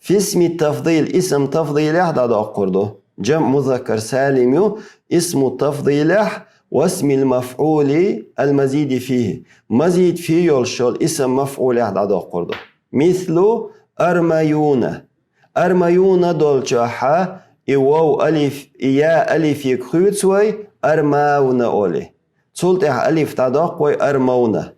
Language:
Chechen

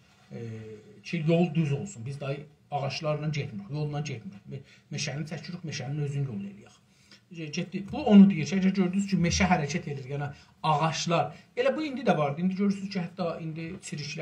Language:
South Azerbaijani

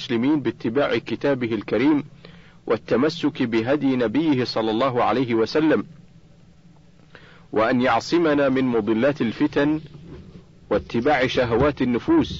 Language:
Arabic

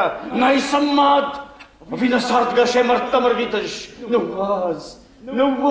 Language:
Ossetic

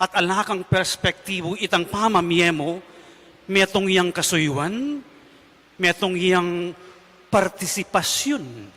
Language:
Pampanga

